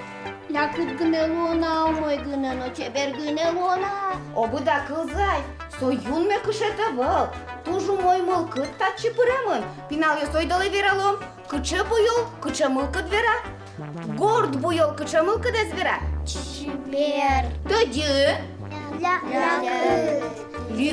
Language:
Udmurt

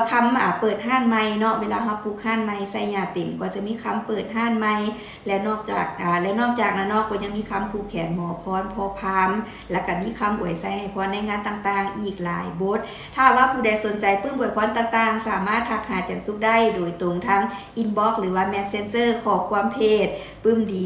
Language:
Lao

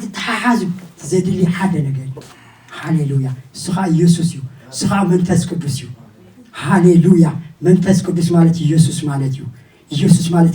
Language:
Tigrinya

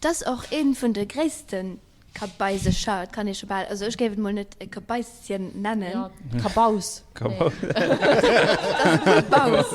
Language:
Luxembourgish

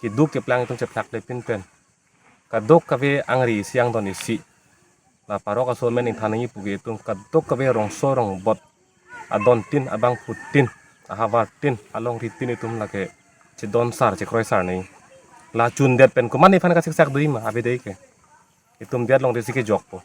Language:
Karbi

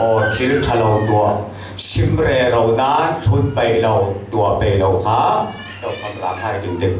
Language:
Falam Chin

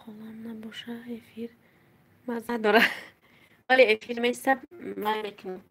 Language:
Tajik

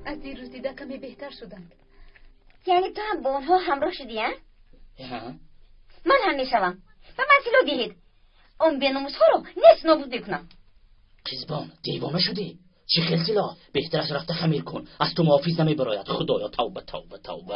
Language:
Tajik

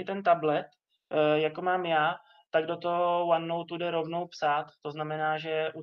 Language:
Czech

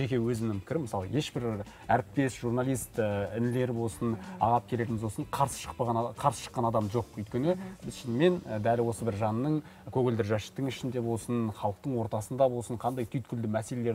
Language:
Kazakh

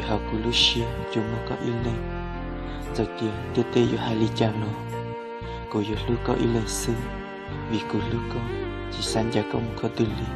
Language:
Hmong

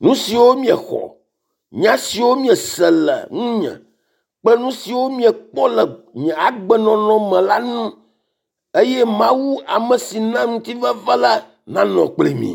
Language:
Ewe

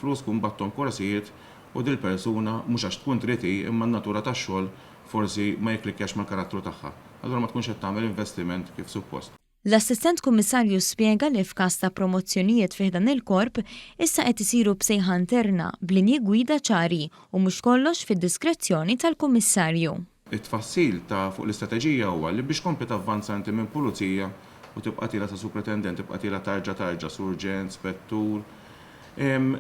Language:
Maltese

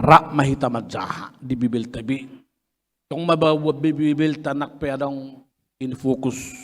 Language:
Batak Toba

